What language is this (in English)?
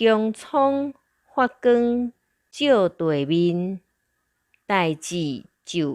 Min Nan Chinese